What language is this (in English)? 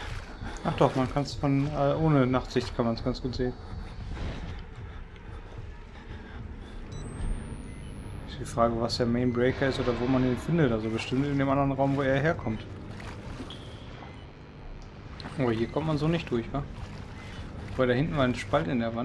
German